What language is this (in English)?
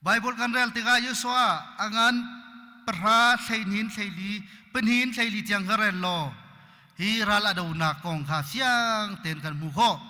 Hakha Chin